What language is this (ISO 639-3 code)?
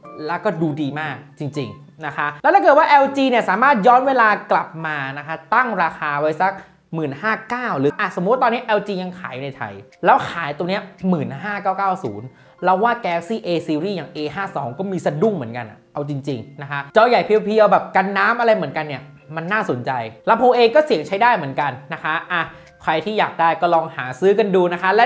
tha